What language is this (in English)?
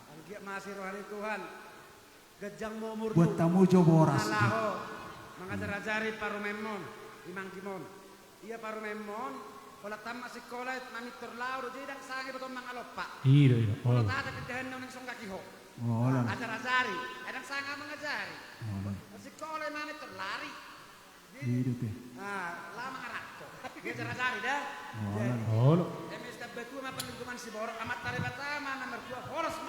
Batak Toba